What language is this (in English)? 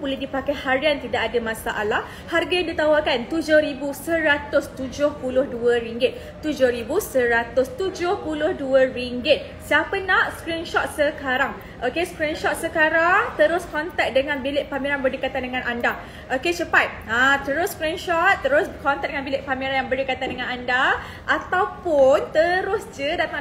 Malay